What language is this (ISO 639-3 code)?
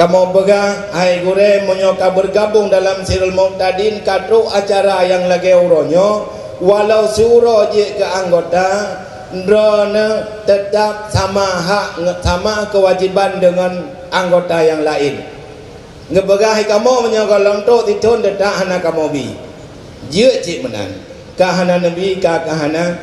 ace